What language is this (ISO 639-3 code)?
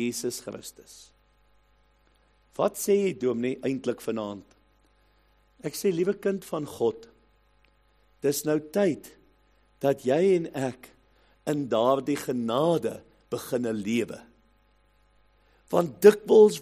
afr